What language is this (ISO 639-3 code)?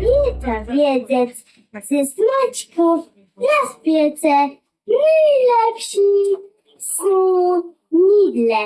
csb